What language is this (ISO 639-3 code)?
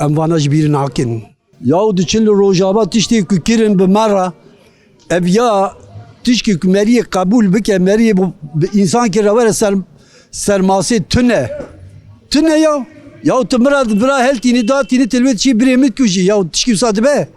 kur